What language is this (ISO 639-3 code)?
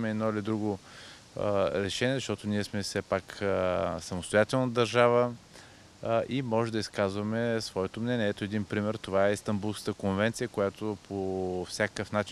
bul